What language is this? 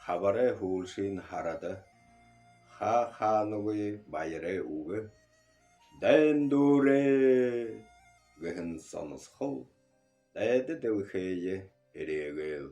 Buriat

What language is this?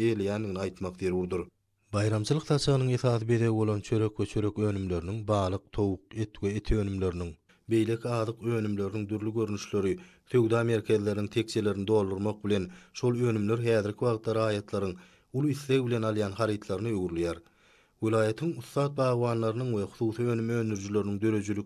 Turkmen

